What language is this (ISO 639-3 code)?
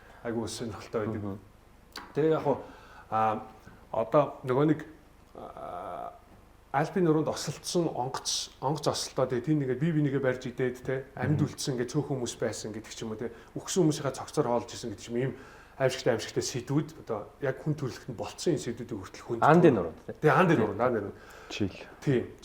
mon